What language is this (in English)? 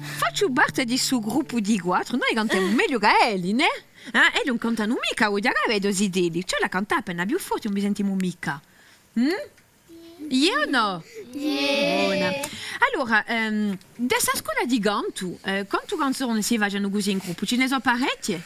Corsican